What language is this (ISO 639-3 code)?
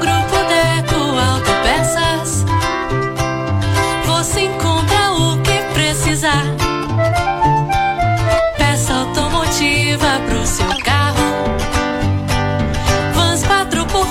por